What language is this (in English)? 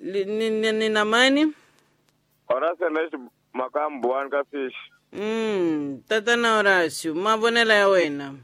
Tsonga